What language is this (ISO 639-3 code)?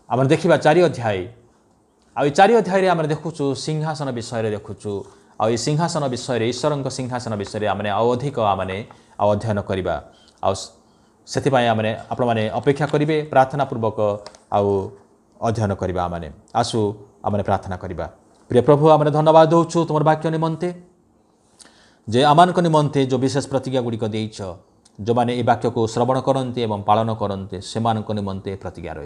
ori